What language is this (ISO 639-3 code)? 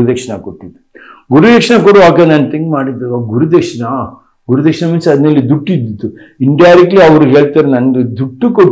kan